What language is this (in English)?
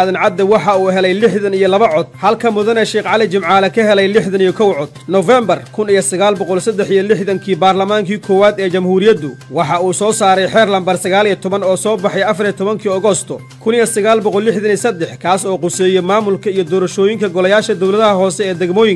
Somali